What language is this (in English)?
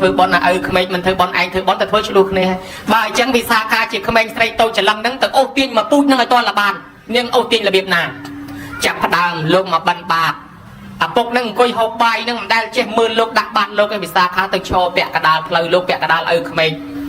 Khmer